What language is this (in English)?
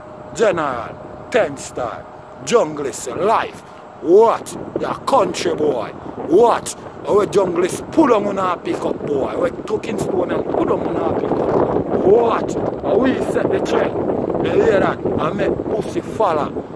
Jamaican Creole English